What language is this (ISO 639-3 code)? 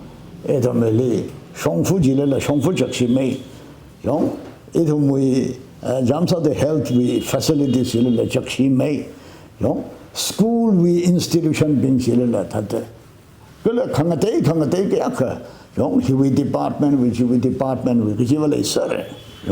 nmf